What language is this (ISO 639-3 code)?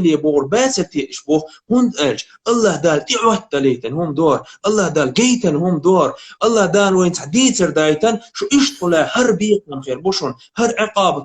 che